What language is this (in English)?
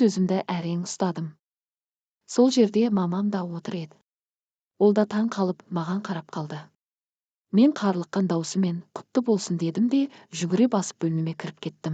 Kazakh